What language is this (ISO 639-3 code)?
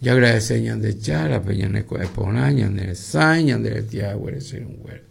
grn